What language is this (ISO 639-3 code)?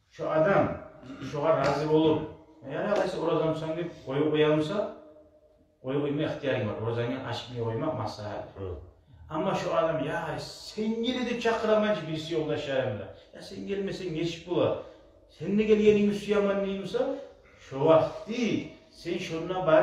kum